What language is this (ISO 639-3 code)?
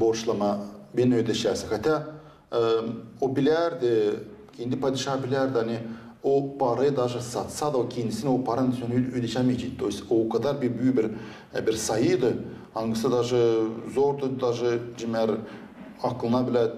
gag